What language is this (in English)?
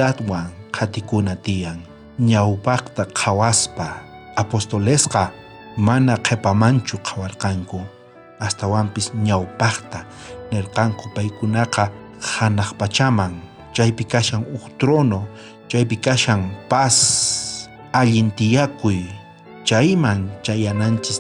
South Bolivian Quechua